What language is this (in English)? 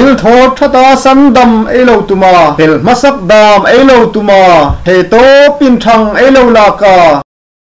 Hmar